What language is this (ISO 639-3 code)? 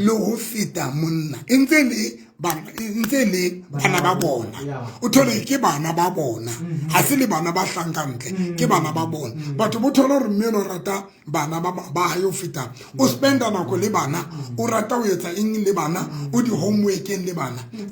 sot